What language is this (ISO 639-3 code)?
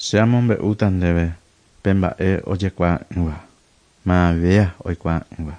grn